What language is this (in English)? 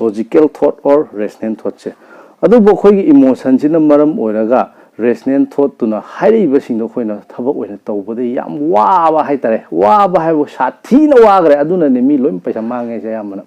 Manipuri